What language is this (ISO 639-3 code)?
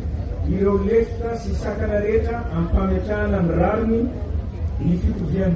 mlg